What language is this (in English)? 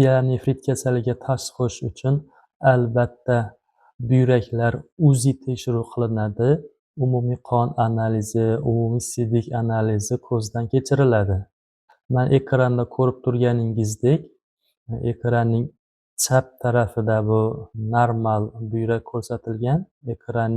Uzbek